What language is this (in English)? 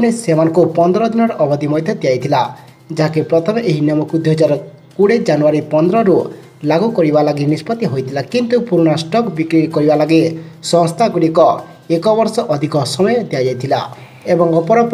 Odia